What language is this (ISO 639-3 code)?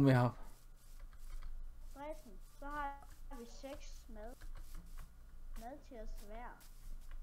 dan